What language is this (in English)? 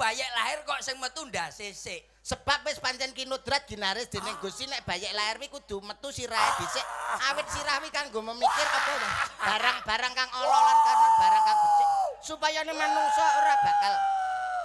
Javanese